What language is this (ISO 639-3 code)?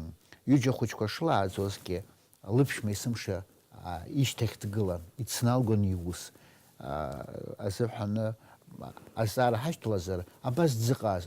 abk